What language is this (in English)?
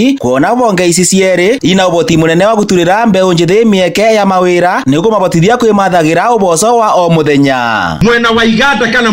Kikuyu